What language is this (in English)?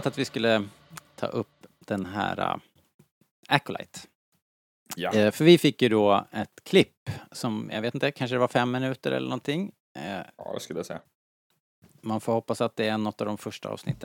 Swedish